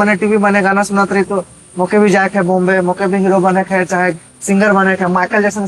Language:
Sadri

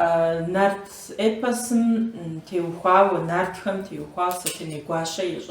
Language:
Kabardian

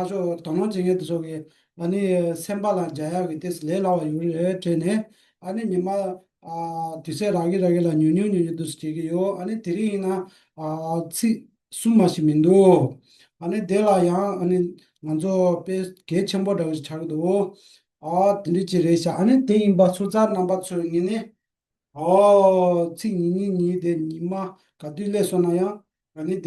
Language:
Tibetan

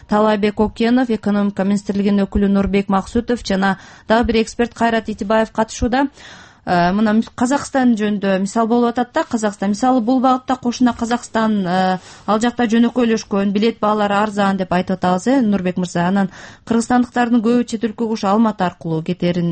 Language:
Kyrgyz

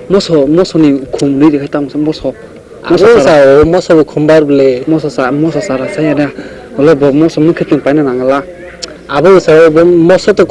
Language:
Kok Borok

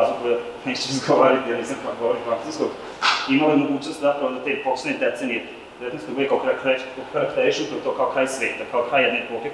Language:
Serbian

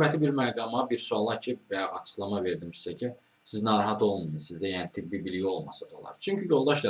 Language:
Azerbaijani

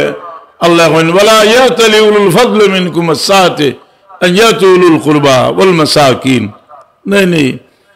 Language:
Sylheti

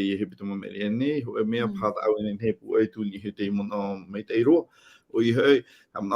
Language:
Tahitian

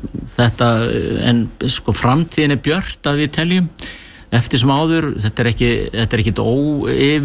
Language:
Icelandic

